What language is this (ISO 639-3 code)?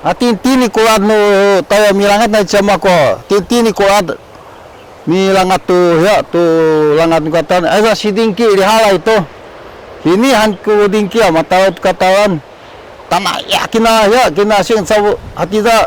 szy